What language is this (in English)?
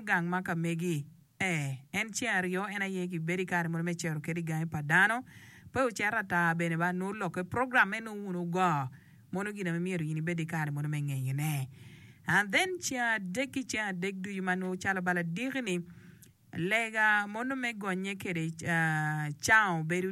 Acoli